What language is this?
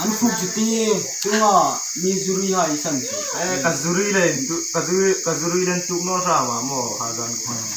Hmar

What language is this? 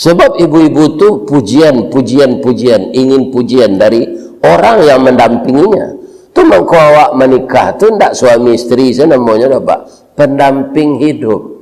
Minangkabau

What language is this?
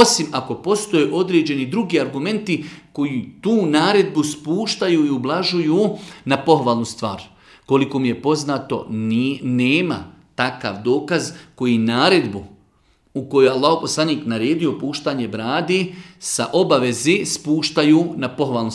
Bosnian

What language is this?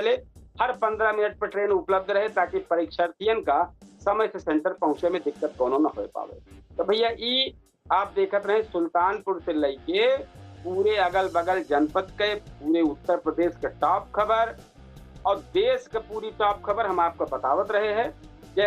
Awadhi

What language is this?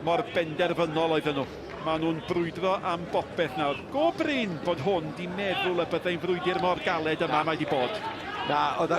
Welsh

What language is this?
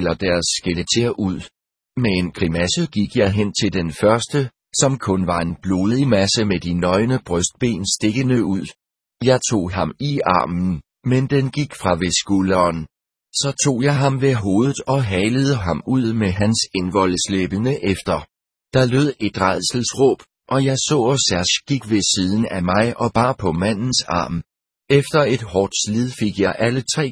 Danish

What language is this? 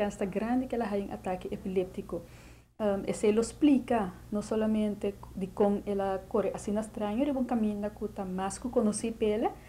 Papiamento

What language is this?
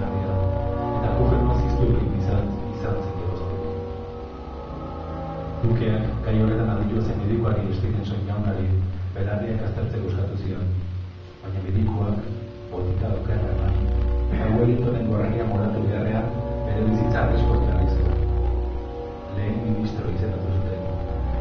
Basque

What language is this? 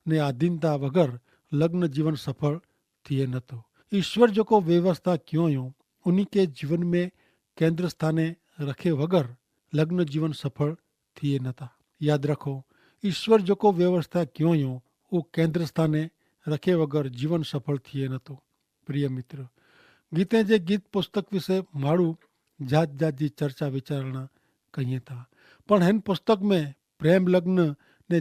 Kachhi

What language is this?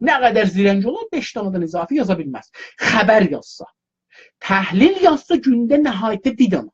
South Azerbaijani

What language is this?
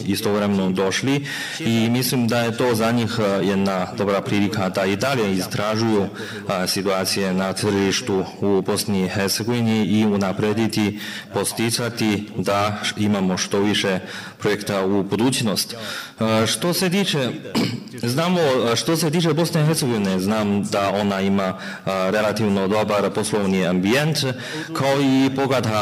Serbian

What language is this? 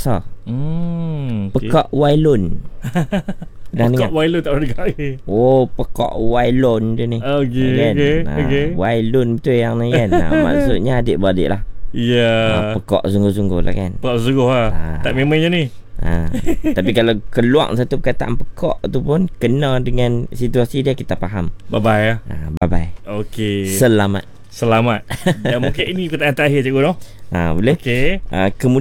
Malay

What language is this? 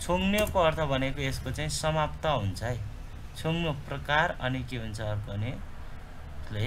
Nepali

